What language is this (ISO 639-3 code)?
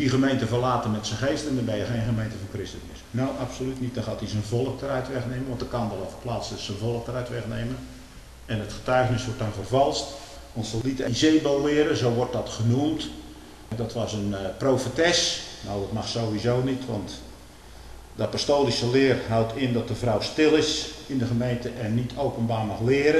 nld